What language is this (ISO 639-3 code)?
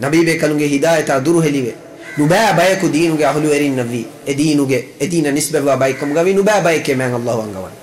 div